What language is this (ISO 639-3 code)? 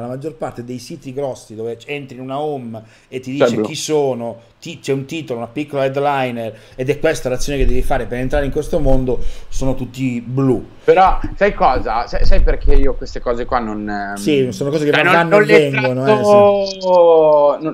ita